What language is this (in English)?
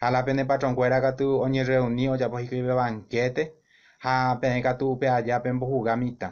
Guarani